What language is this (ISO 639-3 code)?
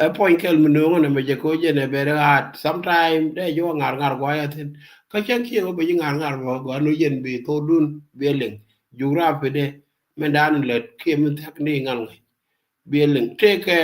nus